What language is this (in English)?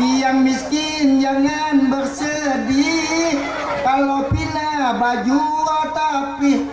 Banjar